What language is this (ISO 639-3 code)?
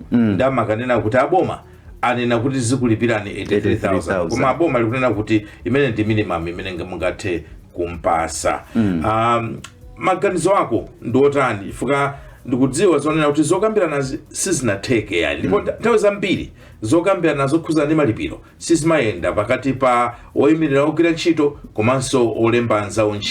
nya